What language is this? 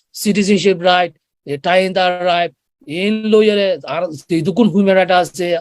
Rohingya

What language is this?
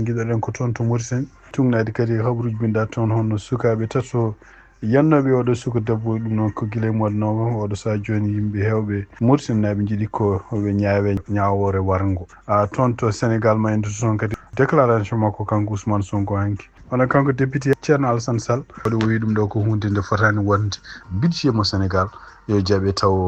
Fula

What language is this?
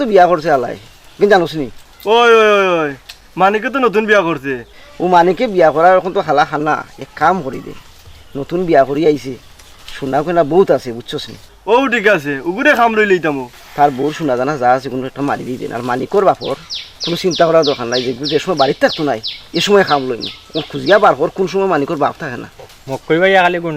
Sylheti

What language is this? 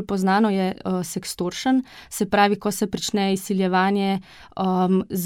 Slovenian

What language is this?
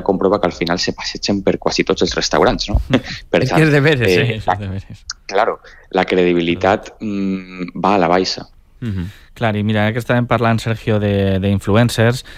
Catalan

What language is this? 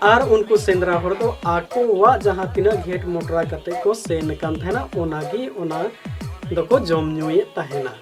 Santali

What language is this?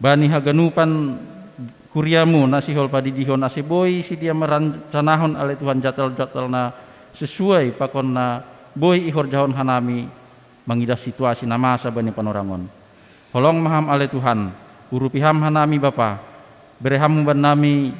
Batak Simalungun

